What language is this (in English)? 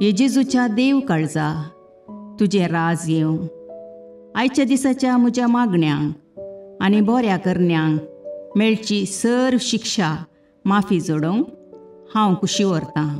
Konkani